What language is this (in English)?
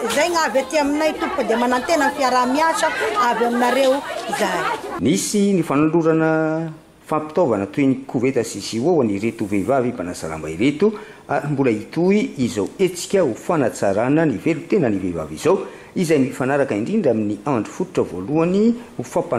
Malagasy